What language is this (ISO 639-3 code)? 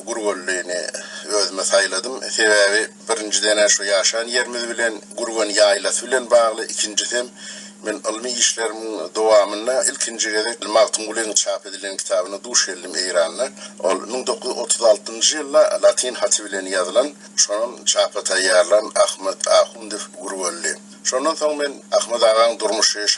tuk